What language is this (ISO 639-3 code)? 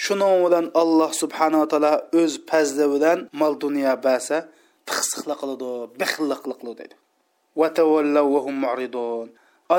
uig